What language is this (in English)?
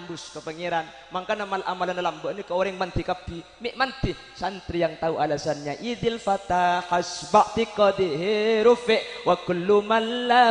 Madurese